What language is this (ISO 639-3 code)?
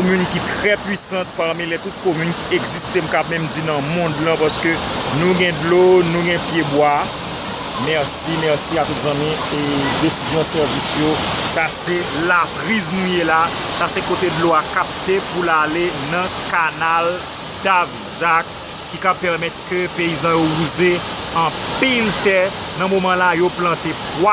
hat